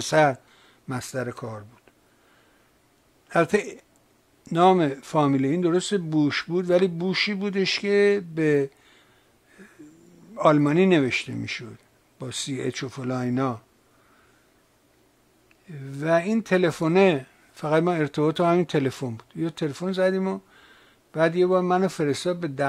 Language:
Persian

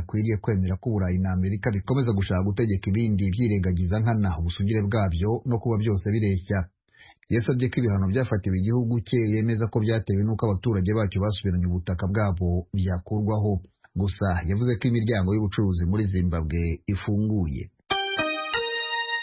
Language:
Kinyarwanda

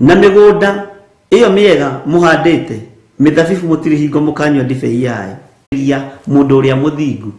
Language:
Kikuyu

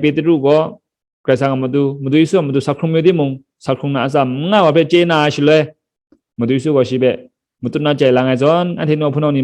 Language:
Kachin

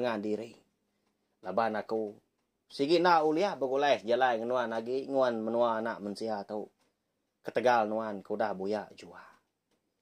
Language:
Iban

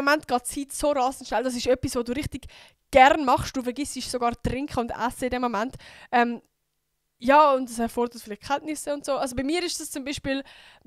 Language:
Swiss German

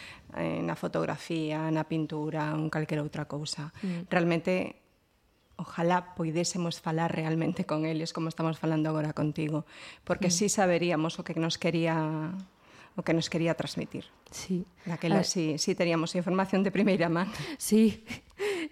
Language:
Galician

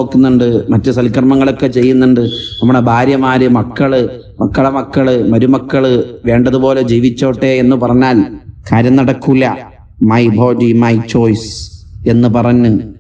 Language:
Malayalam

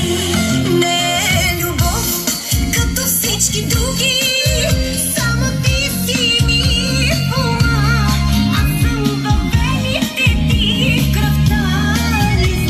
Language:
Bulgarian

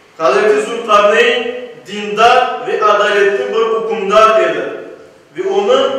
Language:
Crimean Tatar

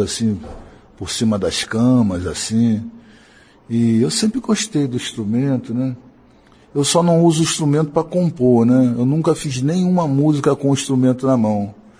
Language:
Portuguese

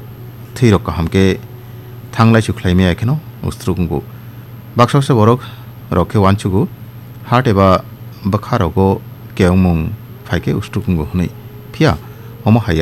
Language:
Kok Borok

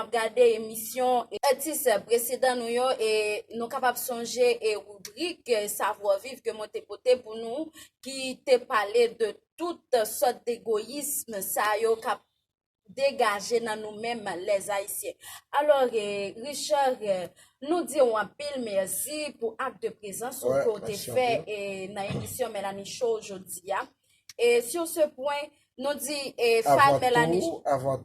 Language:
Haitian Creole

